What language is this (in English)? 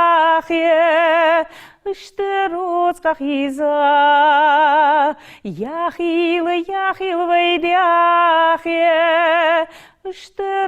Ingush